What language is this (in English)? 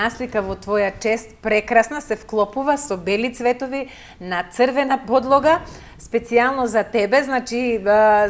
Macedonian